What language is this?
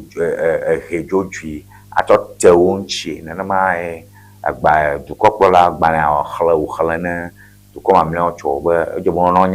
Ewe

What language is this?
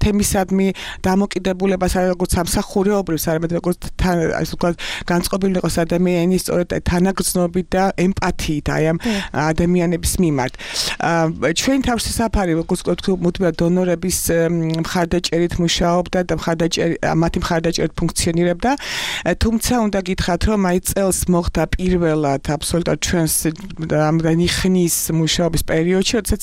Georgian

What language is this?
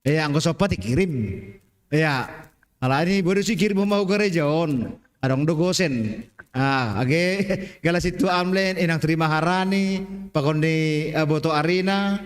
Batak Simalungun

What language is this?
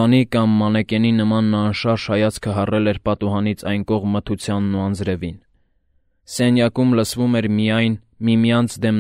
Armenian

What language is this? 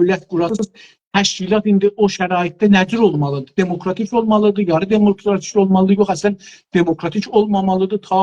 South Azerbaijani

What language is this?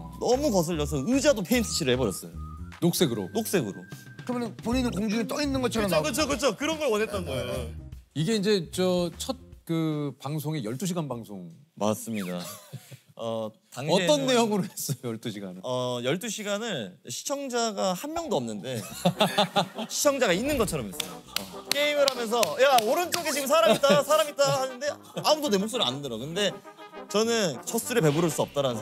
Korean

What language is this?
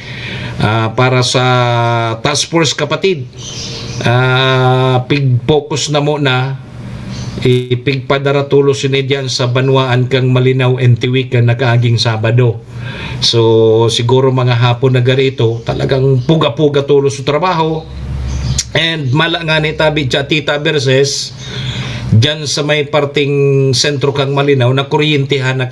Bikol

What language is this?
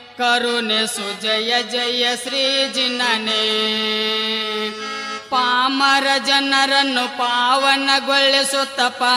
Kannada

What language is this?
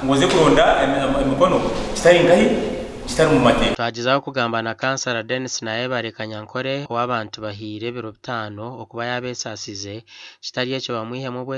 Nyankole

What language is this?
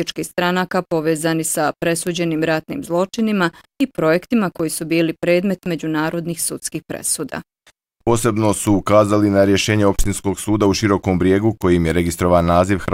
Bosnian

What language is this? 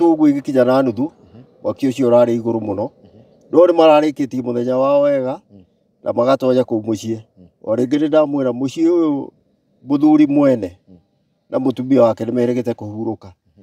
Kikuyu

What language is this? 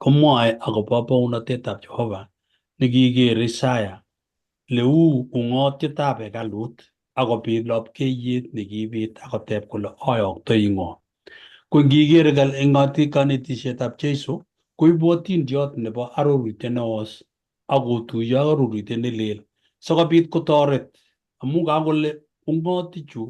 Kalenjin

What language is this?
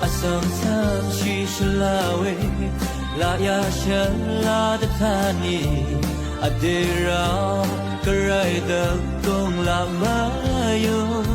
Rawang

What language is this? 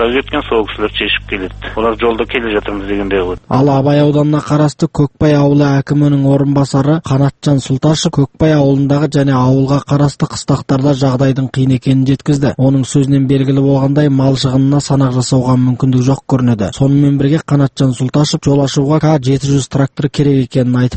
Kazakh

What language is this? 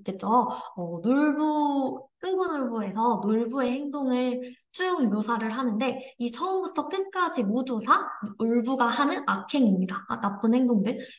Korean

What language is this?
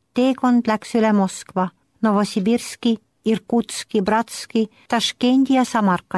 Estonian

